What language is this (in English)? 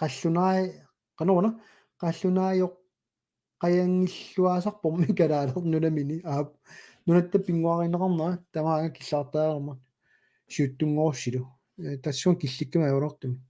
Kalaallisut